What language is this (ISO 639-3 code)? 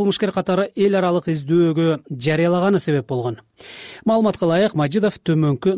kir